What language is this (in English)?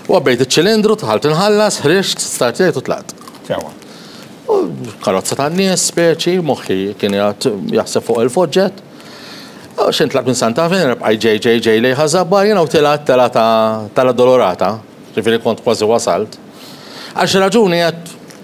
Maltese